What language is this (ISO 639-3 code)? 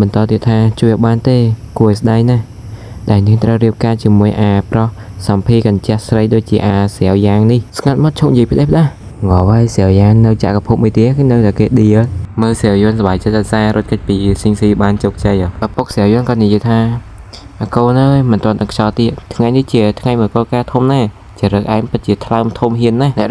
khm